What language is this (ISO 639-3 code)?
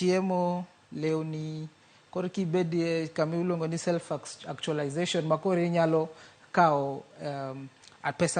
luo